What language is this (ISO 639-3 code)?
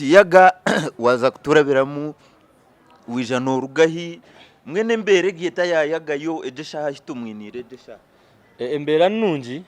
nyn